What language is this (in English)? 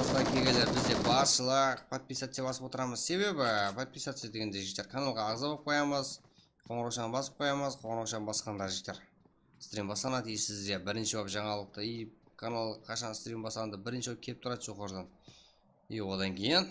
Kara-Kalpak